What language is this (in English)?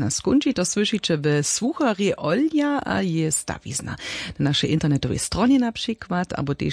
Upper Sorbian